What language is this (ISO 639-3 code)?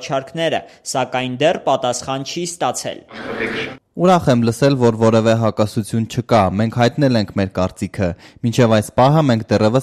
hye